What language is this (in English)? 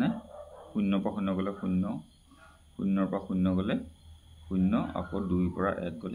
Assamese